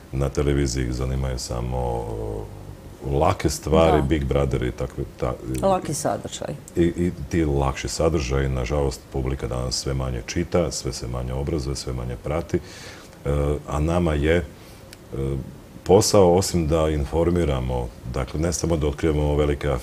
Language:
Croatian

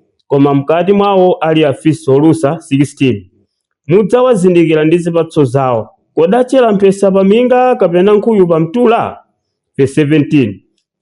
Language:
Nyanja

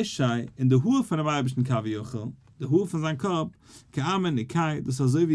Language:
Yiddish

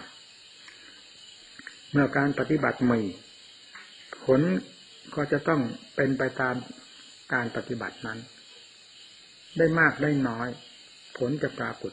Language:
Thai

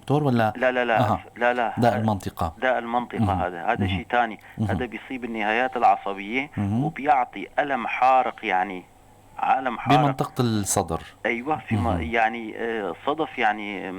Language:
North Levantine Arabic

